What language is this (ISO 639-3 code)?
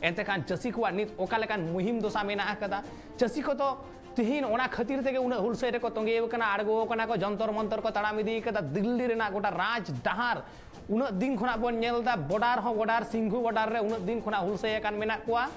sat